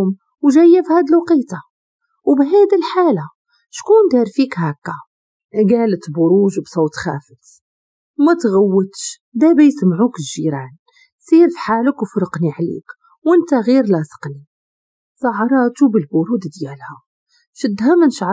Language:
Moroccan Arabic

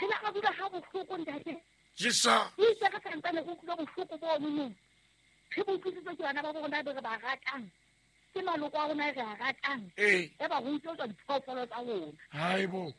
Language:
Southern Sotho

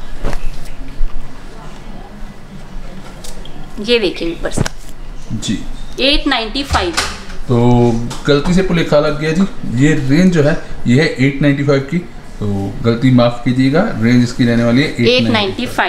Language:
Hindi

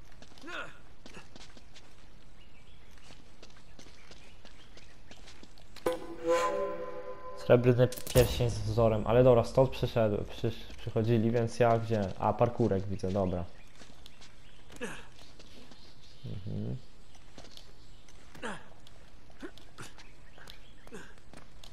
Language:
Polish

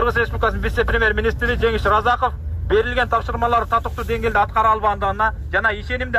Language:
Kyrgyz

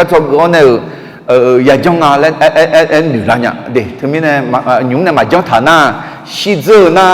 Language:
Akha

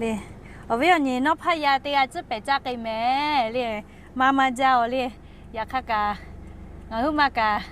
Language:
Lahu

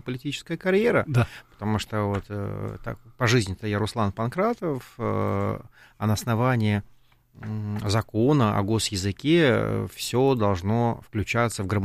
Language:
Russian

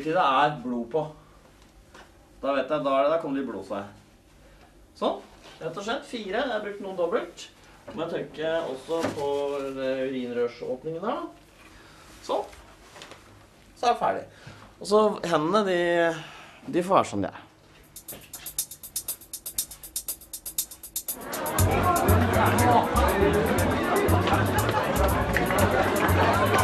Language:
Norwegian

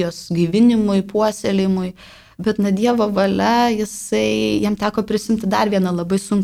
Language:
Lithuanian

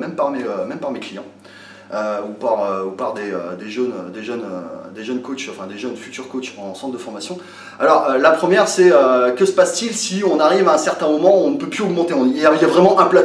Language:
French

